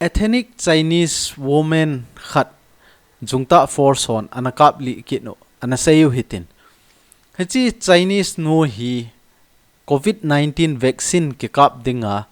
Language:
Thado Chin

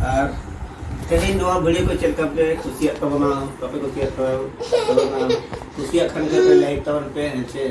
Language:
Santali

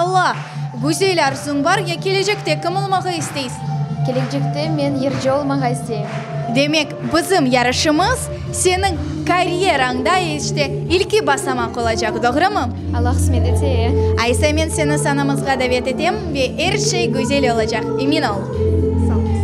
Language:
Crimean Tatar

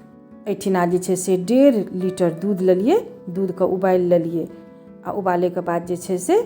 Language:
Maithili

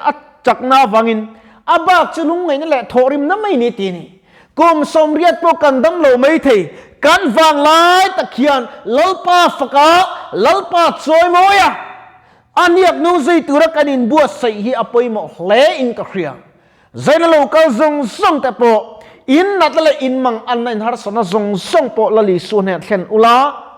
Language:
Mizo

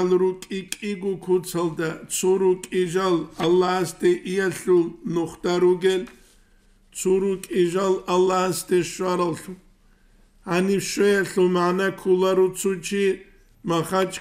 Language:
Avaric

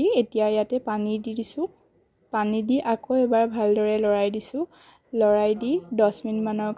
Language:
Assamese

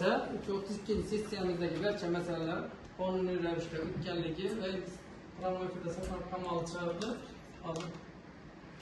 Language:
Uzbek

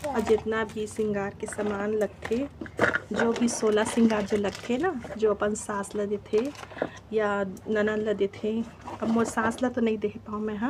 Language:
Chhattisgarhi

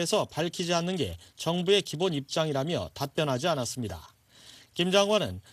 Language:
Korean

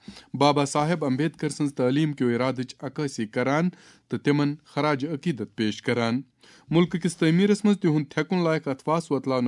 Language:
Kashmiri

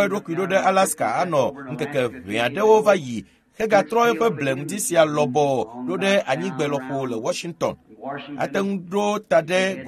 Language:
Ewe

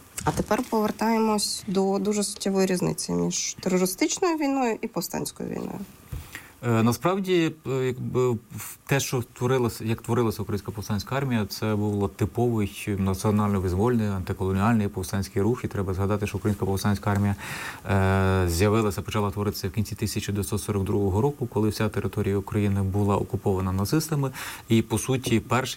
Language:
Ukrainian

